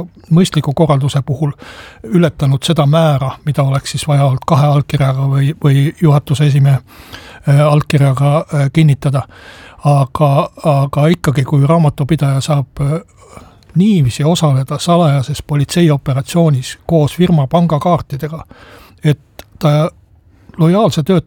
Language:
Estonian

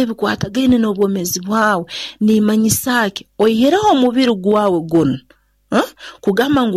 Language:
Nyoro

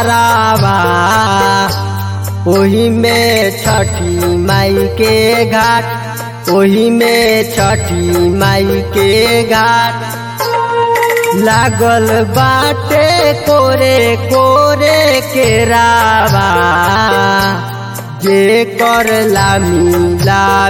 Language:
Bhojpuri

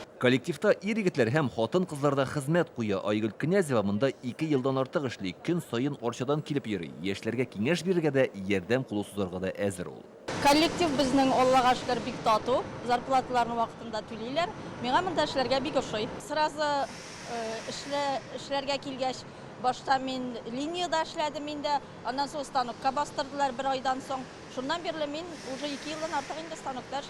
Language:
Tatar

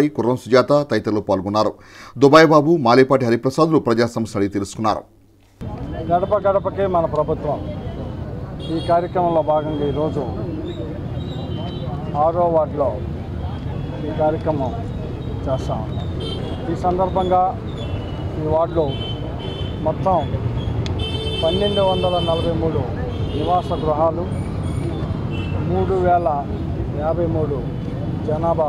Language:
Telugu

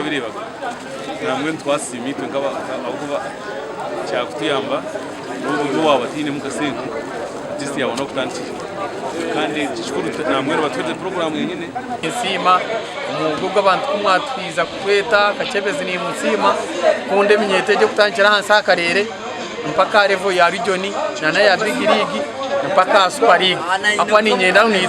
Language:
Nyankole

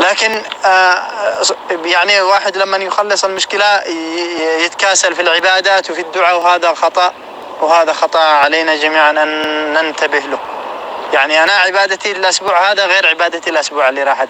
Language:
North Levantine Arabic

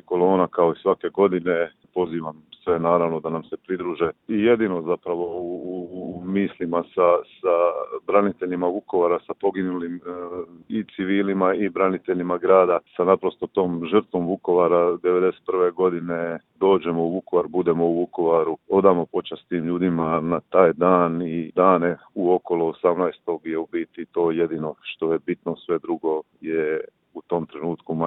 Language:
Croatian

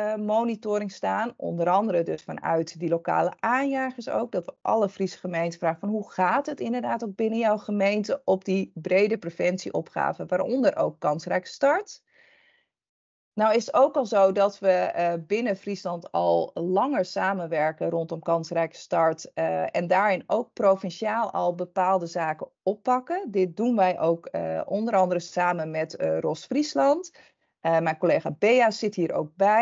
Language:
Dutch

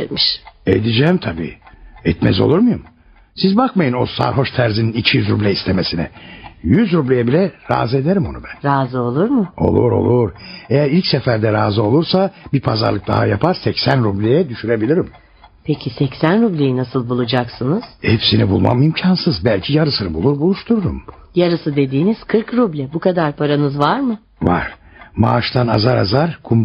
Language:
Turkish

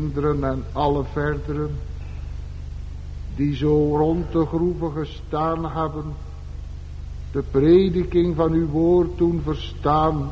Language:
Dutch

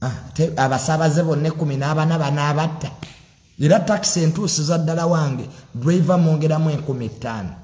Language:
Ganda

